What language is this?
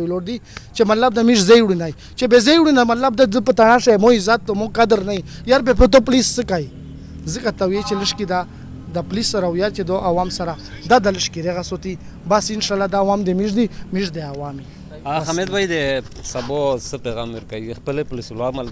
Pashto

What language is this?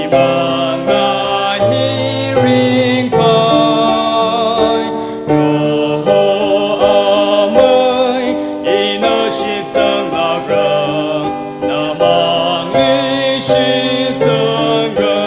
Tangkhul Naga (India)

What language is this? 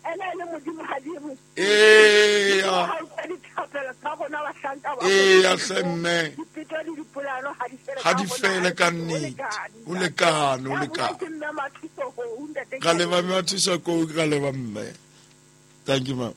Southern Sotho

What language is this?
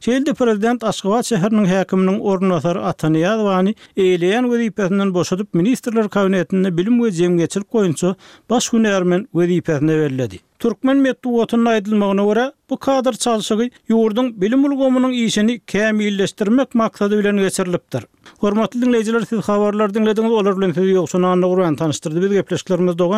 Turkmen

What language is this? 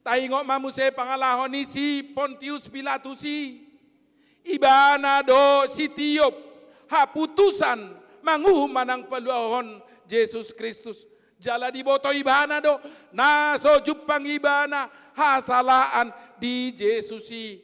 Batak Toba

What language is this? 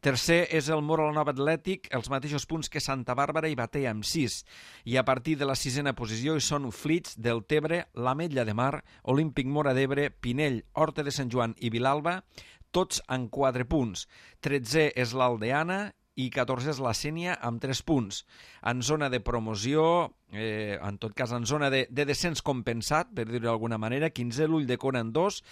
Catalan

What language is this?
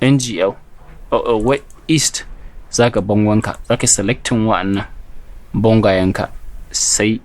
Hausa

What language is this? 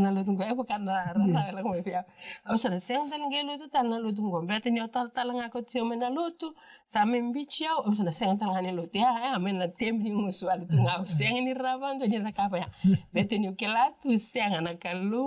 Fijian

